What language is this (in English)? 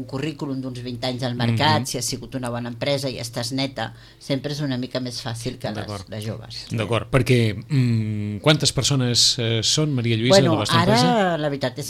Catalan